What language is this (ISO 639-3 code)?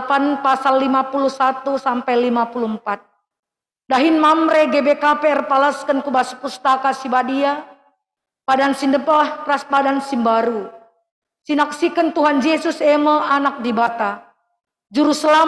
btx